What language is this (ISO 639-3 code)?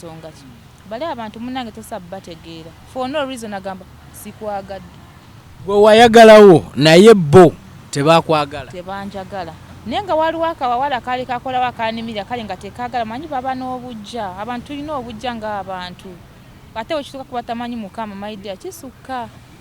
lug